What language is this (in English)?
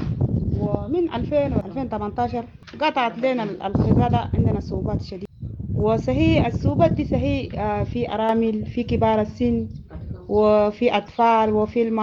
Sudanese Arabic